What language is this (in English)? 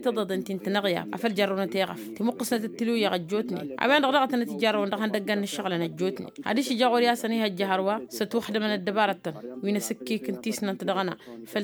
Tamasheq